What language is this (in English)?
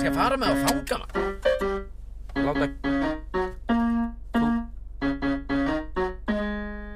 Icelandic